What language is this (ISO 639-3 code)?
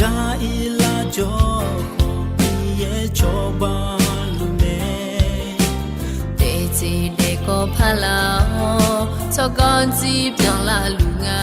ahk